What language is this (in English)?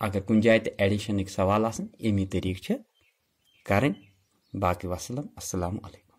Kashmiri